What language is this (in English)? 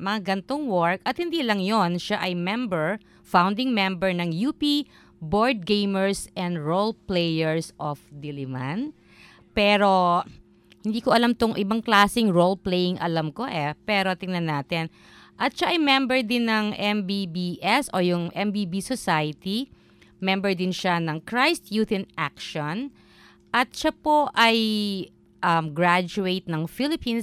Filipino